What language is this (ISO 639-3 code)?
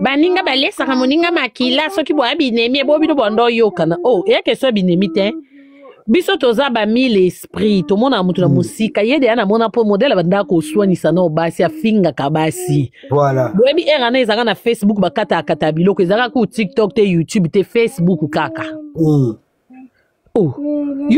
lin